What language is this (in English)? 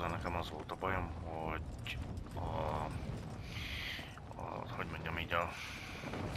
Hungarian